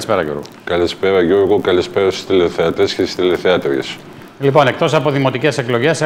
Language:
Greek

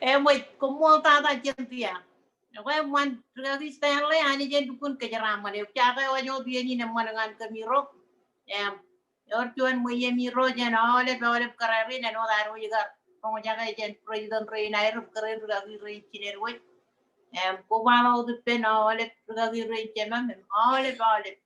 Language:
Marshallese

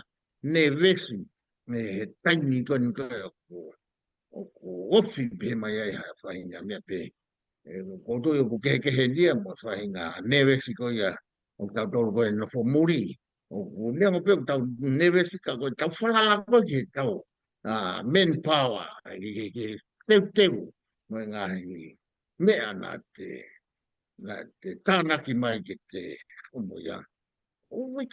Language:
Tongan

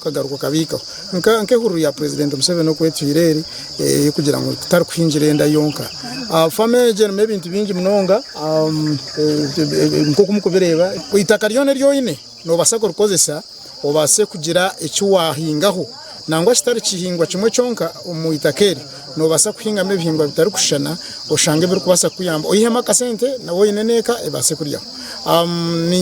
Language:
Nyankole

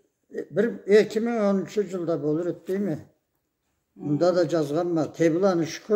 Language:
Karachay-Balkar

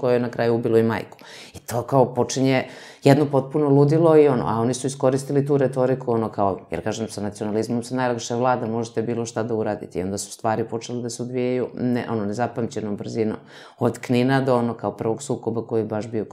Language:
Serbian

